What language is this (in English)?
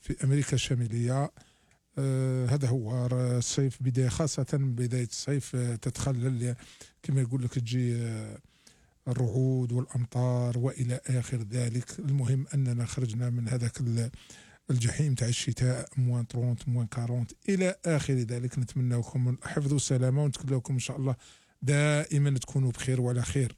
Algerian Arabic